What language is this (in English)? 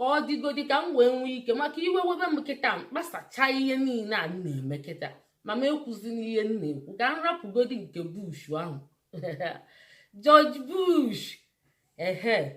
Igbo